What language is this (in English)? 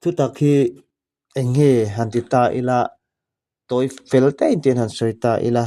Mizo